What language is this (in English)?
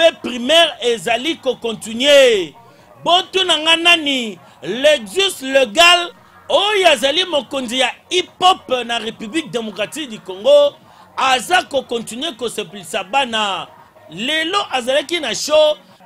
Lingala